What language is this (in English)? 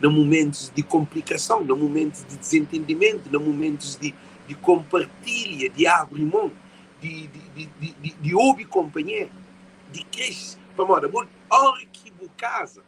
Kabuverdianu